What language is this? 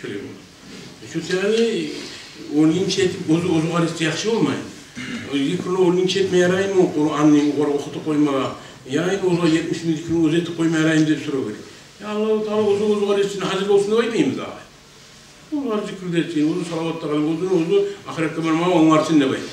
Kumyk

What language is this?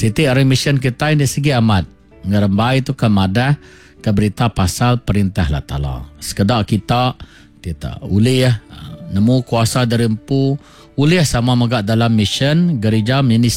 Iban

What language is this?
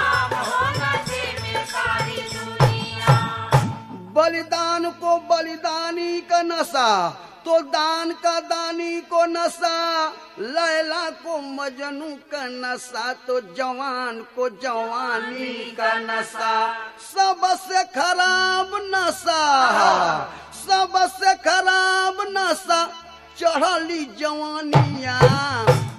Bhojpuri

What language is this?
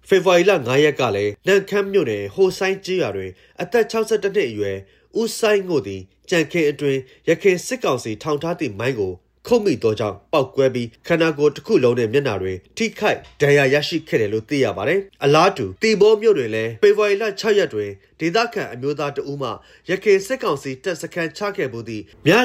Burmese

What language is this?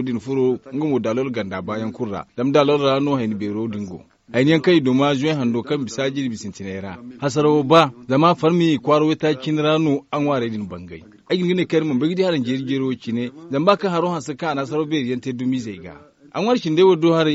Zarma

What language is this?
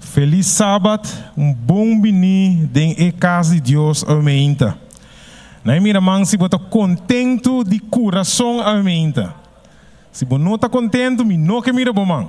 Papiamento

